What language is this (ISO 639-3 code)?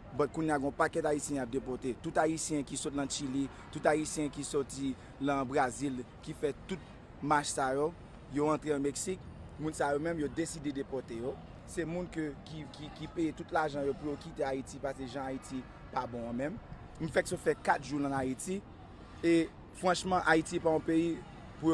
hat